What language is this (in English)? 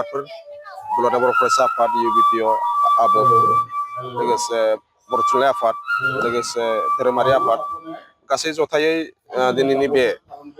Bodo